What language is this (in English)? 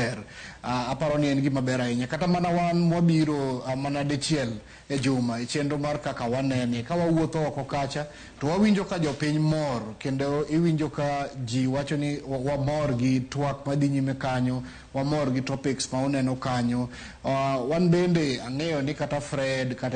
Luo (Kenya and Tanzania)